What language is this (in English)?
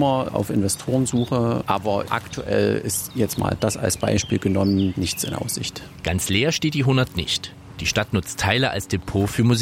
German